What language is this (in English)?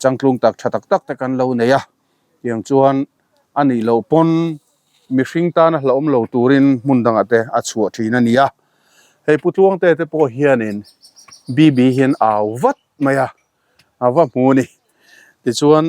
Mizo